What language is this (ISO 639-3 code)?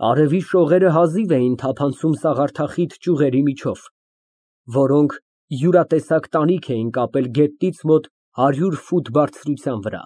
hye